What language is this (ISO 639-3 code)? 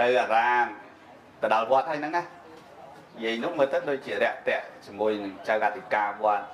khm